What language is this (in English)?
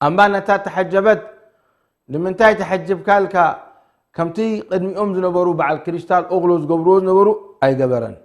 Tigrinya